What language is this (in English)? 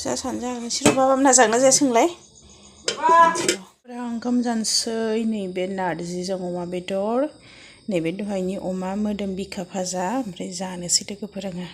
Bodo